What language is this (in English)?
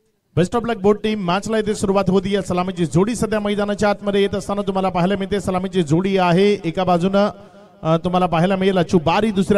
Marathi